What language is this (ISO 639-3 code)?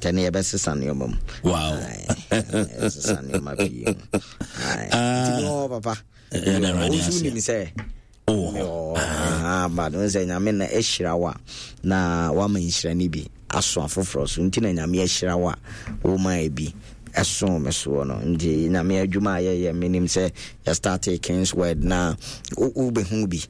aka